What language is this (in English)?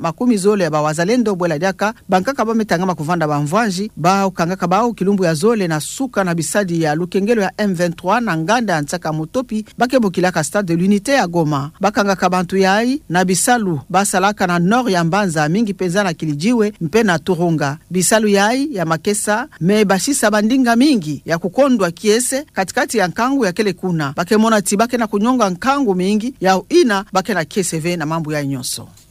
Kituba (Democratic Republic of Congo)